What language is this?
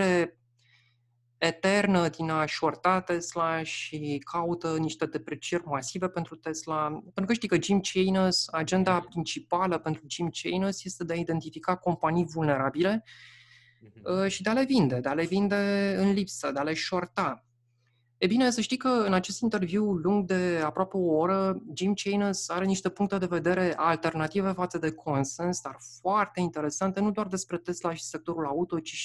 Romanian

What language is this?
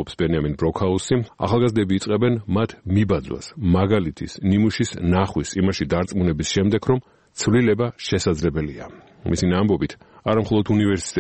Georgian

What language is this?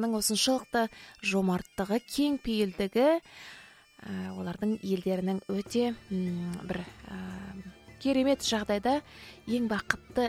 Kazakh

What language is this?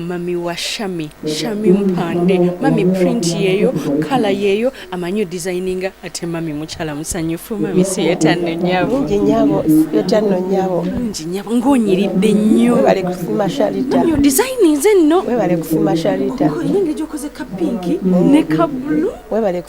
Ganda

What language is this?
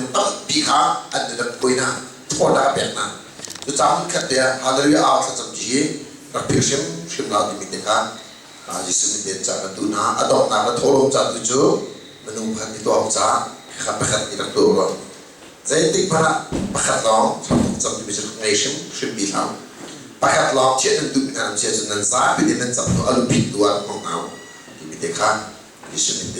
Hakha Chin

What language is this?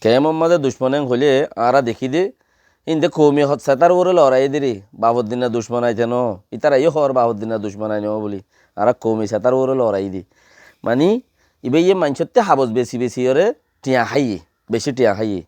Rohingya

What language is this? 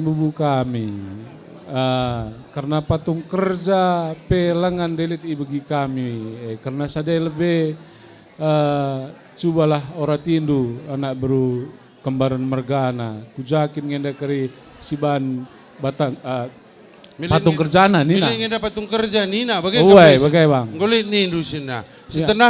Batak Karo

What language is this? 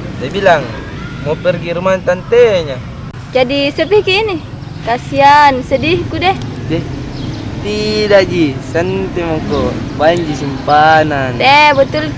Makassar Malay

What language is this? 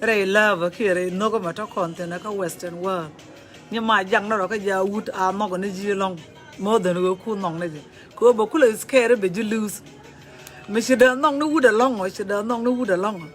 Nuer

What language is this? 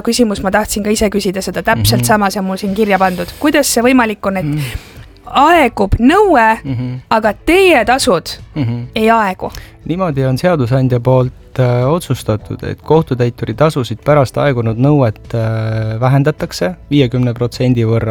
Estonian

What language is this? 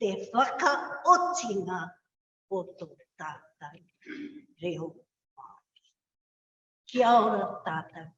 Māori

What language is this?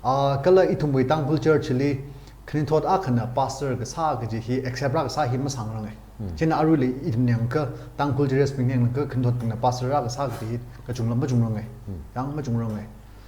Tangkhul Naga (India)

